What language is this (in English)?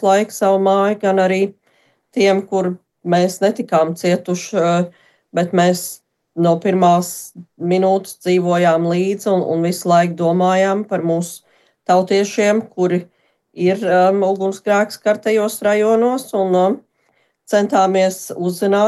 Latvian